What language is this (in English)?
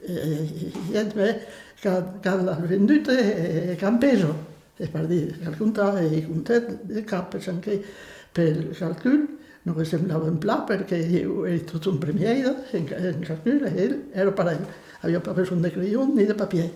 Occitan